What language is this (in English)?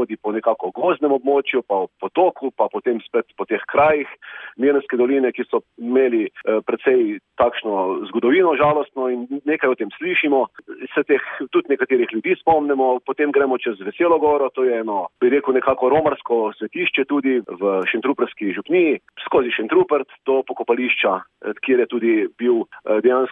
Slovenian